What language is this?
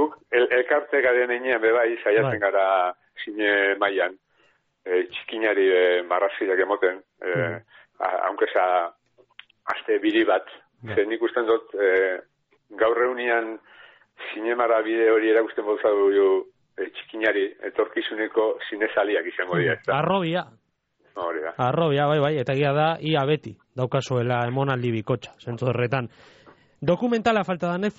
Basque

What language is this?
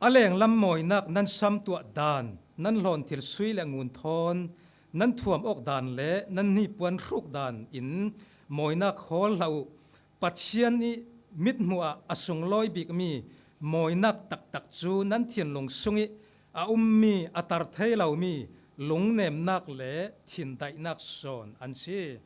Falam Chin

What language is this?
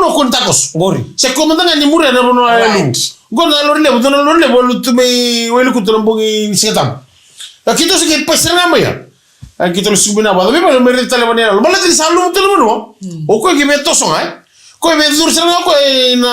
Fijian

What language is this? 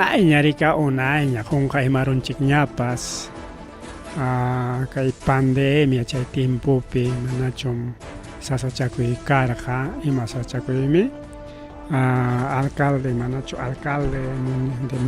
Ayacucho Quechua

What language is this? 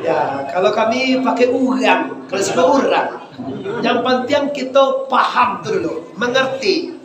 Minangkabau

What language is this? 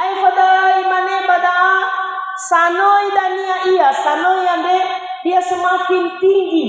Nias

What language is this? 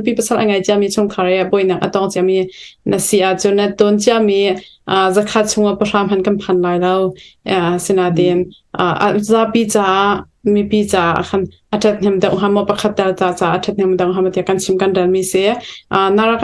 Hakha Chin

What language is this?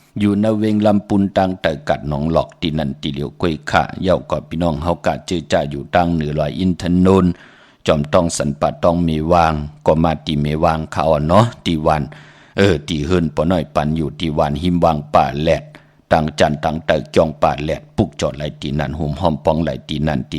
Shan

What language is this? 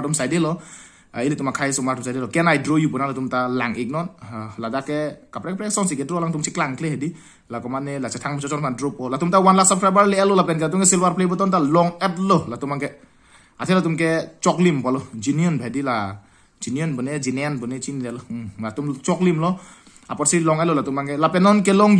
Karbi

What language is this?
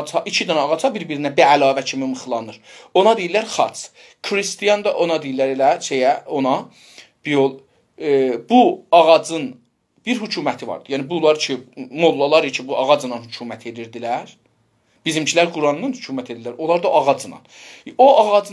South Azerbaijani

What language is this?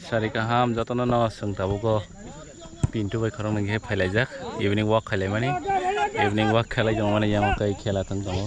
Kok Borok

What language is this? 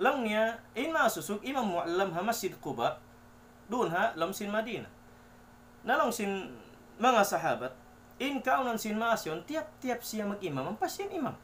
Tausug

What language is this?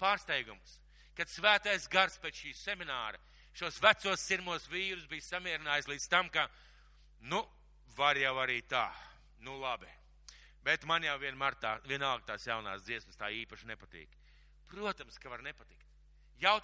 Latvian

